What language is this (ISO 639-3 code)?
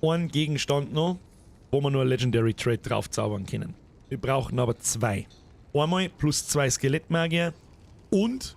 bar